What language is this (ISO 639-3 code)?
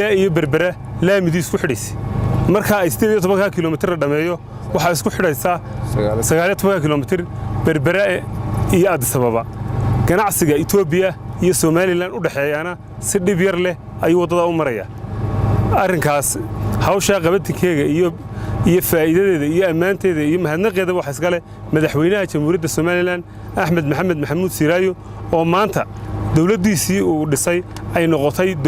som